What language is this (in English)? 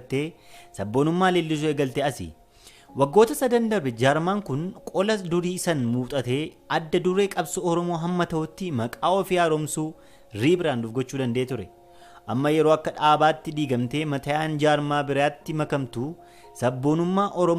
Oromo